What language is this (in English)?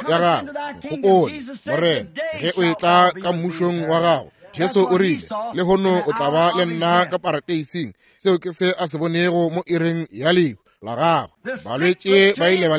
Northern Sotho